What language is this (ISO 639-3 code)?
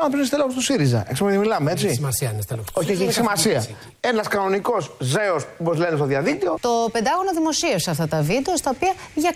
ell